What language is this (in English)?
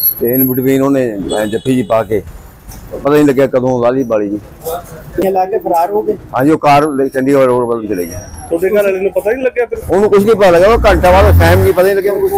Punjabi